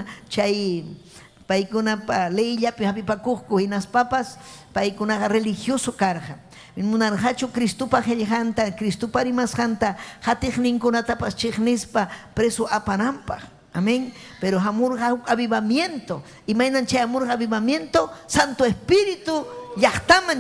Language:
Ayacucho Quechua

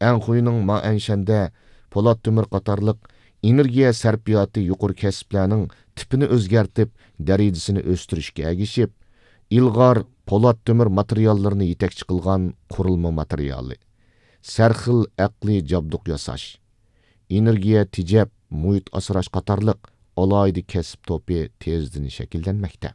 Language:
Uyghur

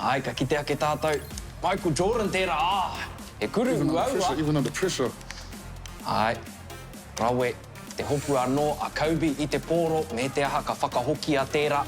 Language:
Māori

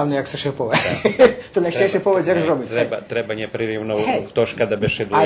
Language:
Rusyn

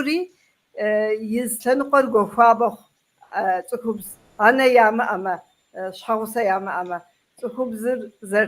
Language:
Kabardian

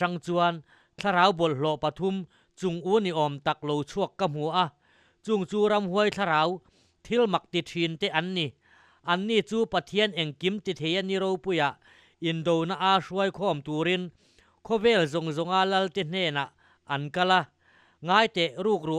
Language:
Mizo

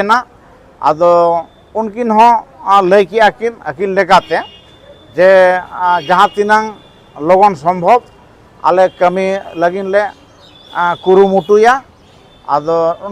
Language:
Santali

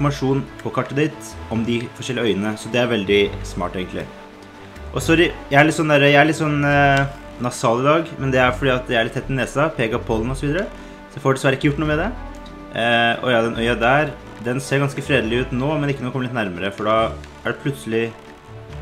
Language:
Norwegian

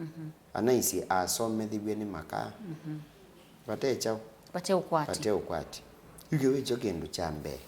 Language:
Kamba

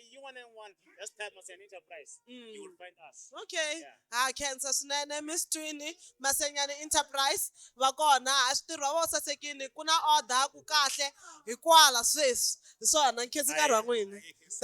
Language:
Tsonga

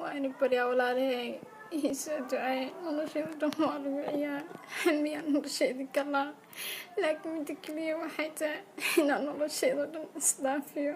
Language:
Somali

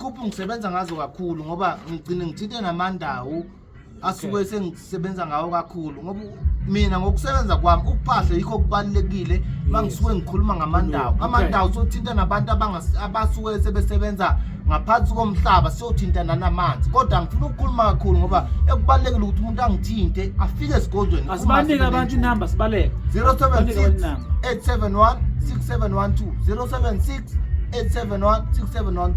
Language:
Zulu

